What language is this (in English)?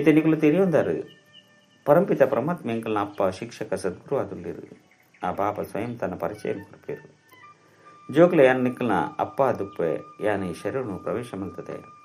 Tulu